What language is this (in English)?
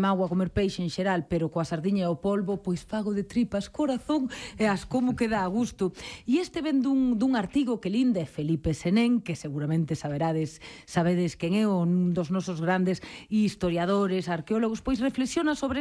Galician